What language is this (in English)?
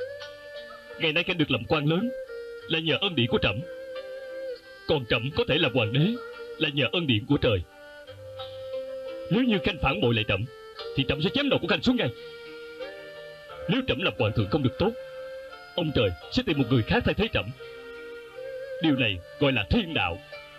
Vietnamese